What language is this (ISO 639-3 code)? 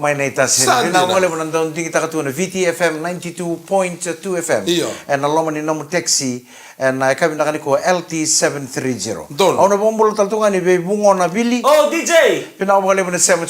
fij